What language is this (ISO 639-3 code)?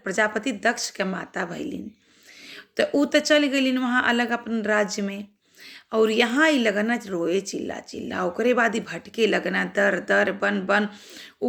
bho